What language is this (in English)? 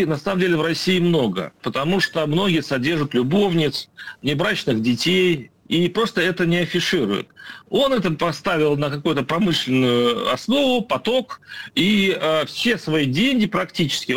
Russian